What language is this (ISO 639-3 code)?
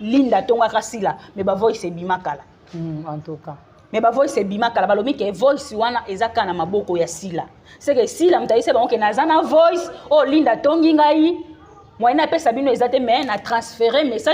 lin